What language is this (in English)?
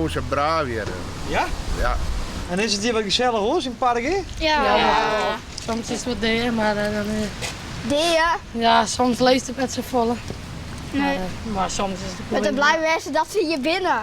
Western Frisian